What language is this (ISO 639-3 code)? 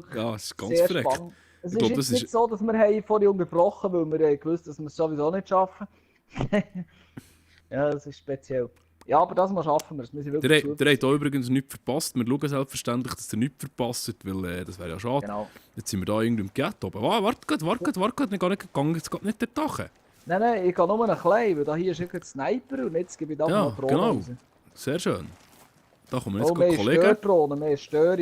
gsw